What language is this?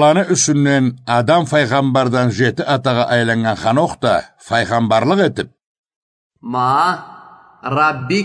Karachay-Balkar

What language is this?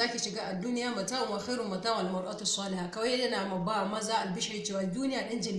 Hausa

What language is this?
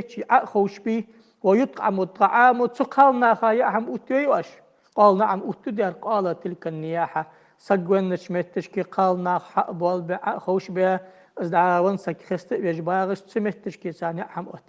Ingush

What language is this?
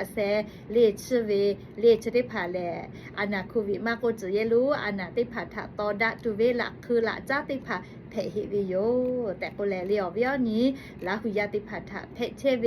Lahu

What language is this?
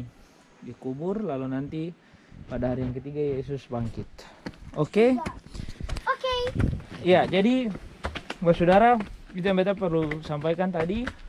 Ambonese Malay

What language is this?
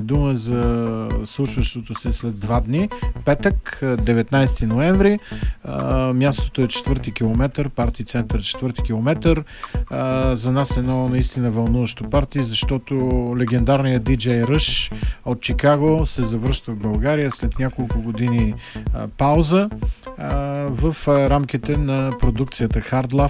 Bulgarian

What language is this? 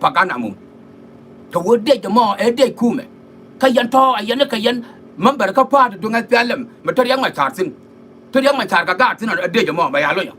Nuer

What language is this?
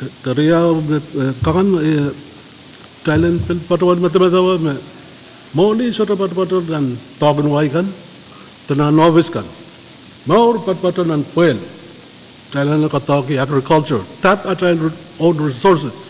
Pohnpeian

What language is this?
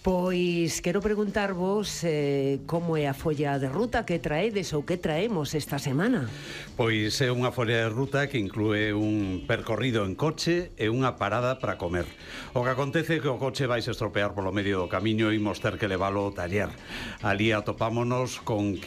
Galician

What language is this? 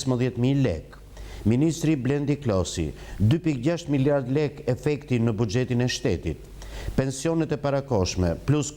Albanian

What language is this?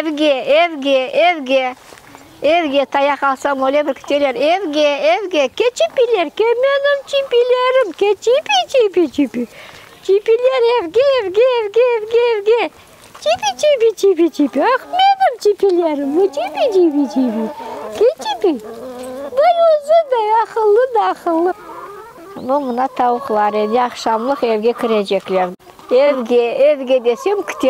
Crimean Tatar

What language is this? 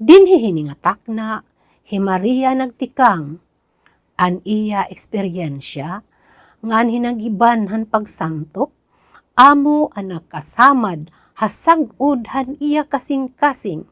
Waray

